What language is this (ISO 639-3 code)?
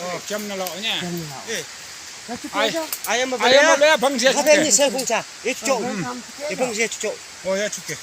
nag